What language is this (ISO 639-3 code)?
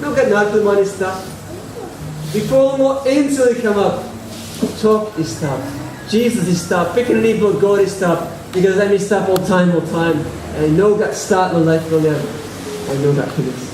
tpi